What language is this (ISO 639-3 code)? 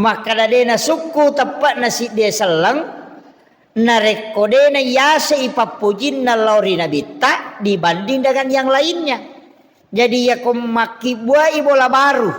bug